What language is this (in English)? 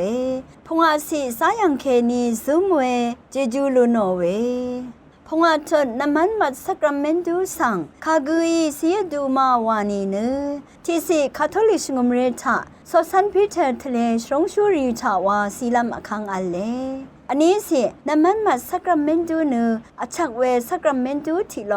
Rawang